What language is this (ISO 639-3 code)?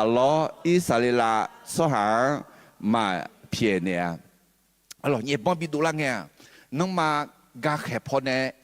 ahk